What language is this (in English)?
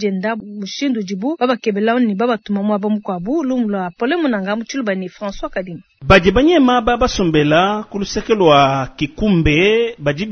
Luba-Lulua